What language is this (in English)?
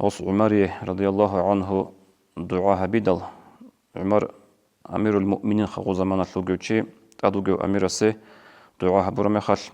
Avaric